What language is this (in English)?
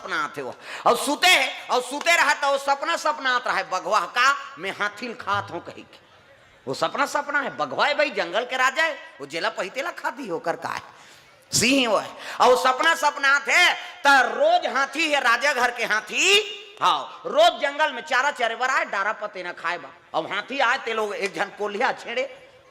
Chhattisgarhi